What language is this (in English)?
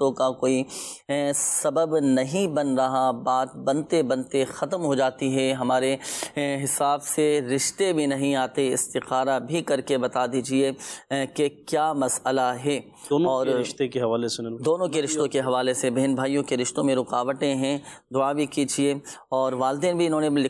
Urdu